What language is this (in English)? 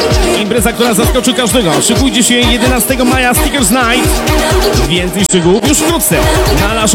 Polish